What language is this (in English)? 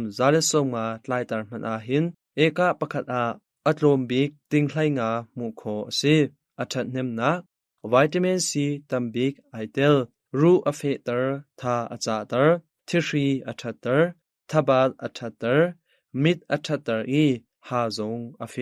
Hakha Chin